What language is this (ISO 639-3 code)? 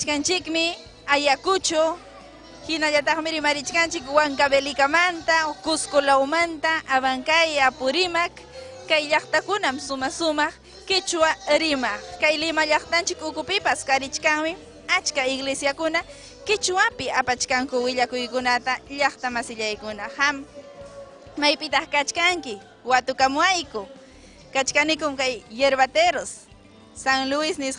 quy